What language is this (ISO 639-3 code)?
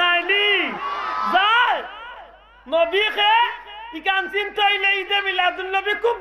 syl